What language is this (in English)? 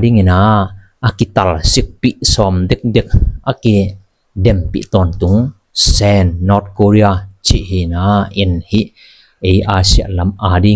Tedim Chin